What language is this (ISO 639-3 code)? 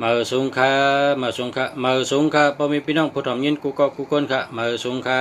shn